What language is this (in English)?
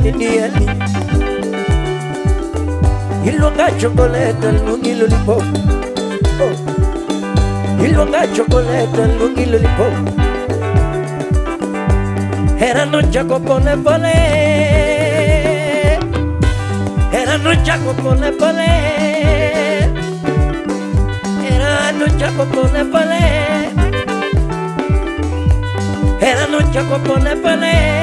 Luo (Kenya and Tanzania)